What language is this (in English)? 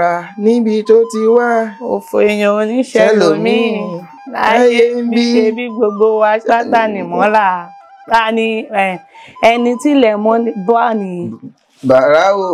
Yoruba